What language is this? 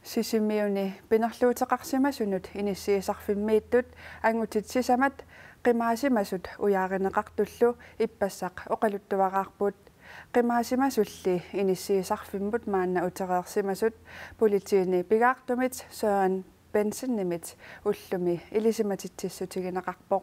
Kalaallisut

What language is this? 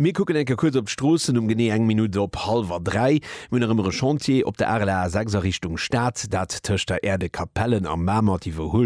Luxembourgish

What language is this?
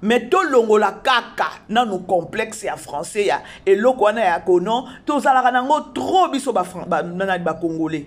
Lingala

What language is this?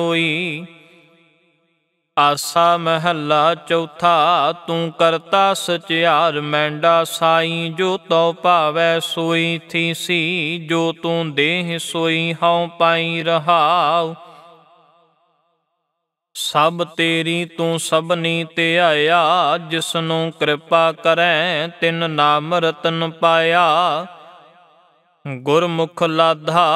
Punjabi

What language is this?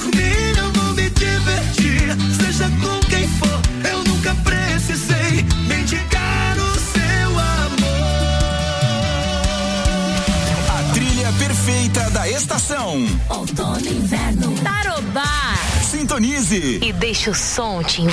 Portuguese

